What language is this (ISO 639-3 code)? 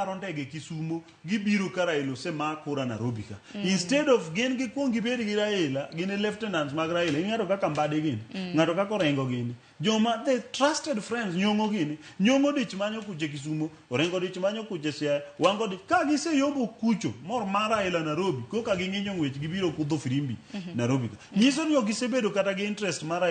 luo